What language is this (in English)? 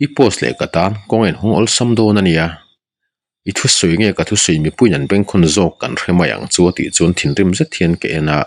Mizo